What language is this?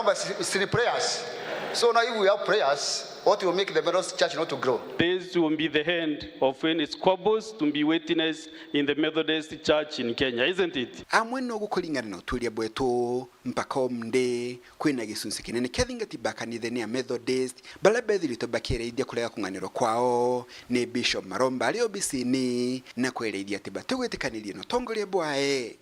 Meru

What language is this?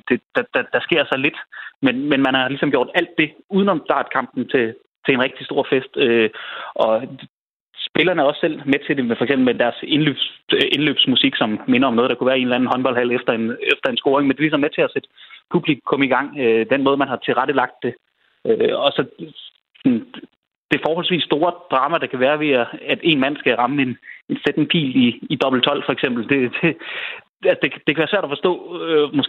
Danish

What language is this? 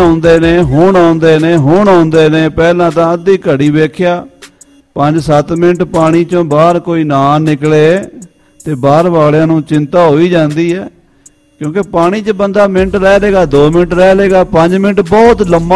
Punjabi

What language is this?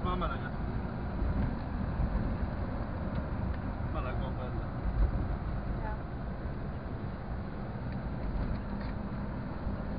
Hungarian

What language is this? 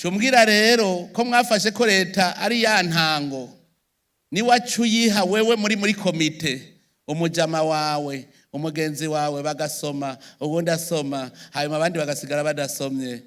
Rundi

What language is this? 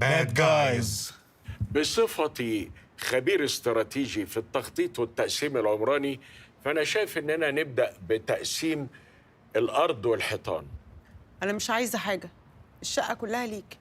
Egyptian Arabic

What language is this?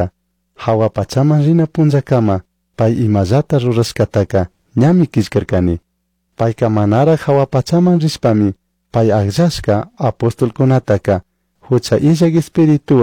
Chimborazo Highland Quichua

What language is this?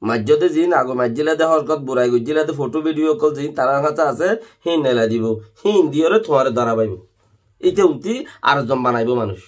Rohingya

